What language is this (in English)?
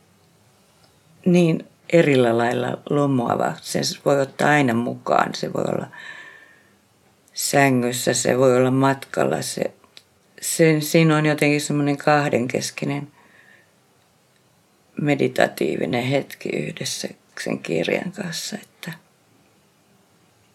Finnish